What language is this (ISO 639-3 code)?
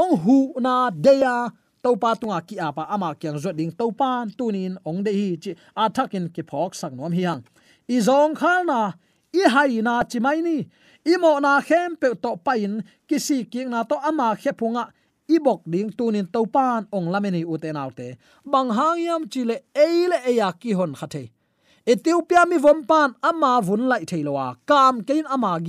ctd